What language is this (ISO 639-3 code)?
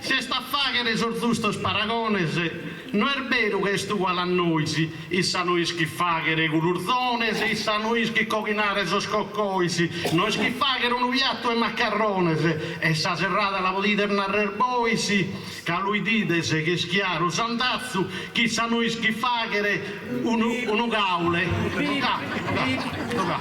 srd